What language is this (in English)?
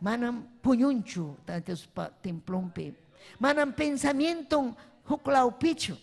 Ayacucho Quechua